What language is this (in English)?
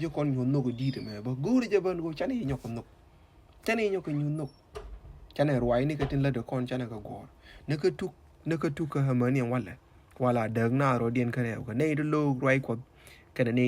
Nuer